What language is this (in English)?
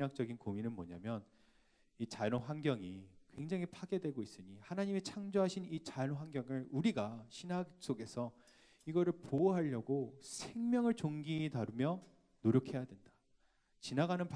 Korean